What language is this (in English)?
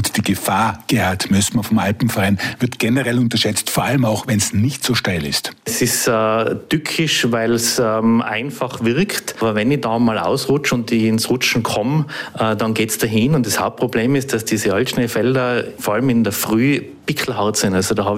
German